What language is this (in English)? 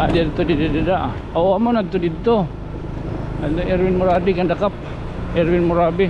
Waray